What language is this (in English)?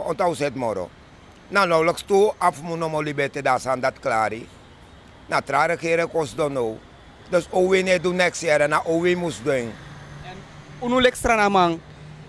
Sranan Tongo